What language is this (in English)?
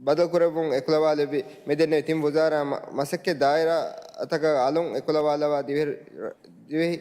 Divehi